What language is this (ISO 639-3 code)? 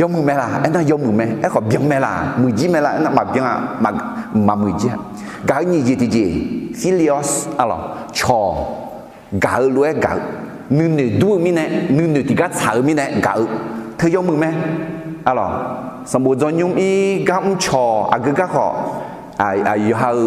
ahk